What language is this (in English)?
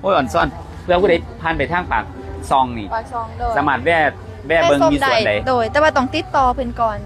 Lao